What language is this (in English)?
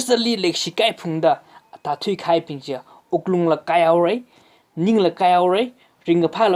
Tangkhul Naga (India)